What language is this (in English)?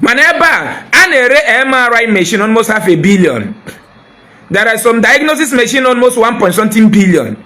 Igbo